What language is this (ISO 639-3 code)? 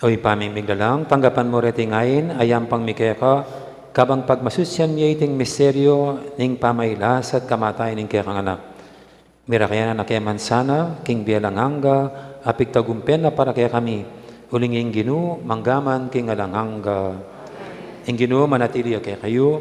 pam